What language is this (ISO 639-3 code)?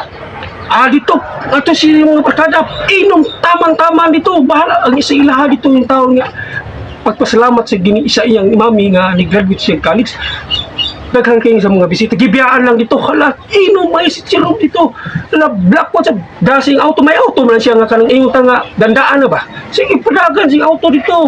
ceb